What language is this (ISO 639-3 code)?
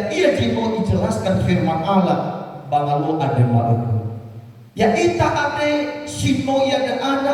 nia